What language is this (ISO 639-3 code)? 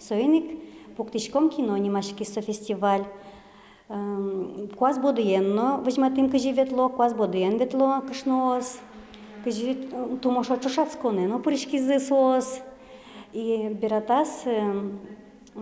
udm